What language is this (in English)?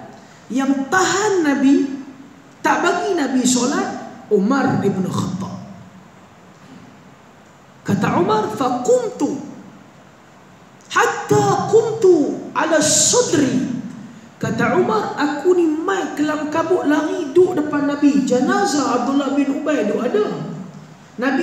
Malay